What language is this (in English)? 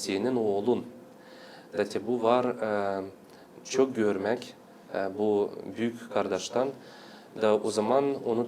Gagauz